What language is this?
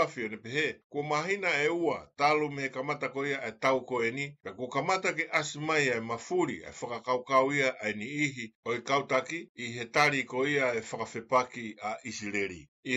Tongan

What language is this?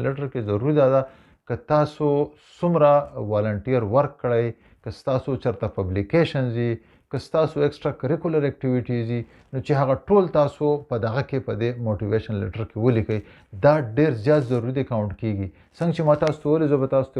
Pashto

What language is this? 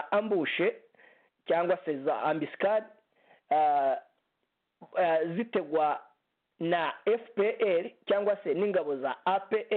Kinyarwanda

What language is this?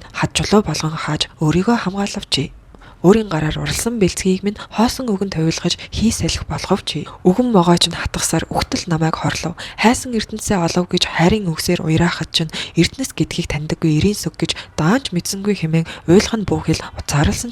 Mongolian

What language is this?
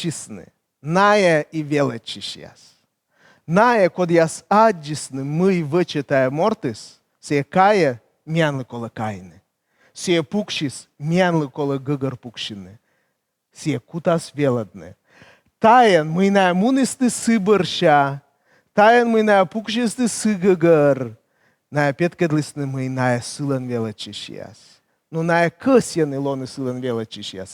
Komi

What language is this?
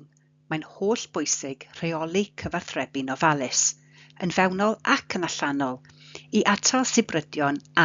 Welsh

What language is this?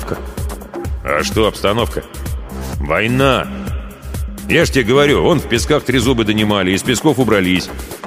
Russian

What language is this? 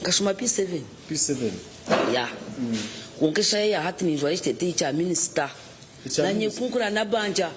Nyankole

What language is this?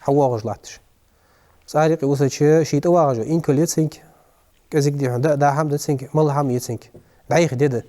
Ingush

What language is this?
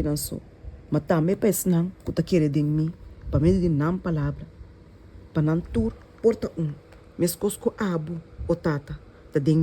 Papiamento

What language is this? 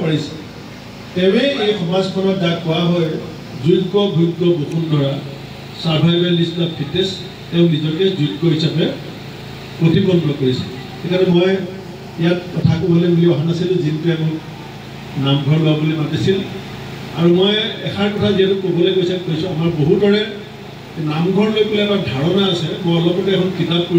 Assamese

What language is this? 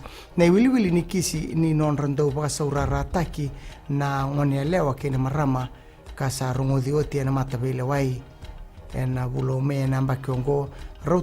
Fijian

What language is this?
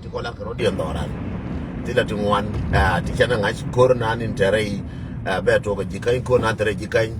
Nuer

